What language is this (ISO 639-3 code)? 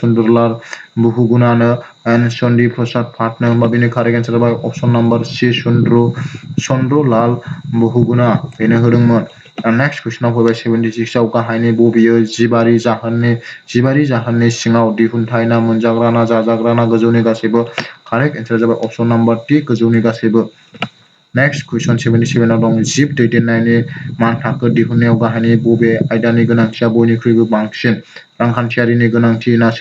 brx